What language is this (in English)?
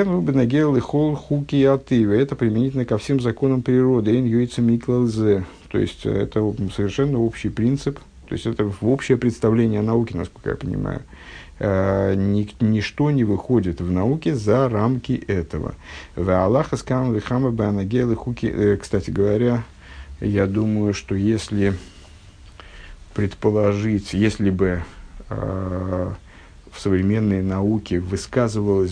Russian